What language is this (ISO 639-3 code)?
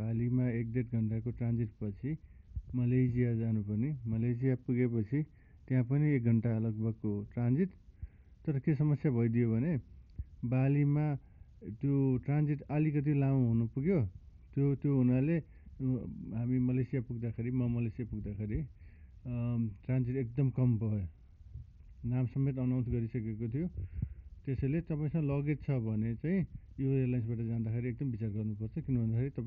nep